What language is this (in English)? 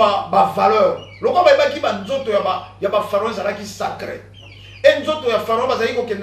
Lingala